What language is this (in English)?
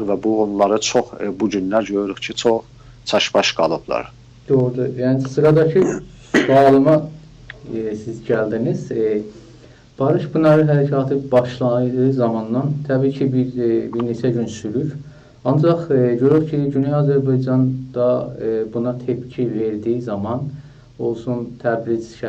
South Azerbaijani